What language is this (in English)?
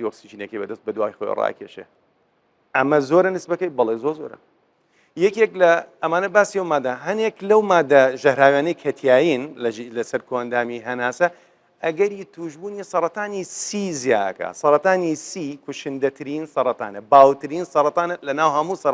Central Kurdish